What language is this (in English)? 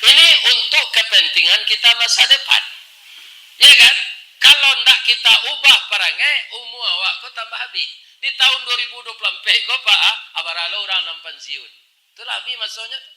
Minangkabau